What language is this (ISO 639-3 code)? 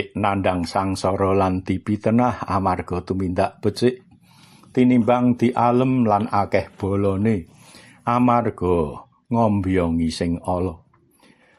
jav